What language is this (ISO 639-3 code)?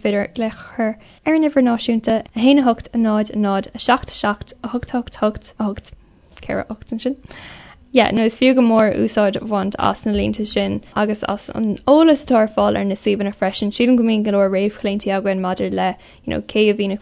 gle